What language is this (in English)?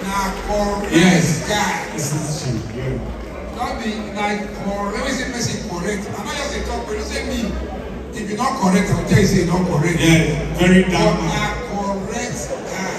Nigerian Pidgin